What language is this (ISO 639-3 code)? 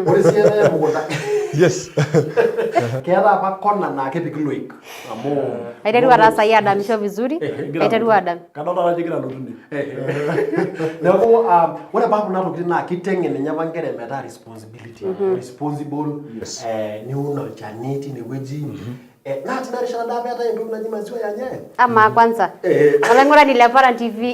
mas